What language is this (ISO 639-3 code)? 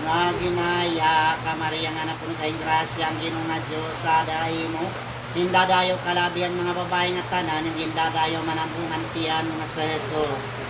war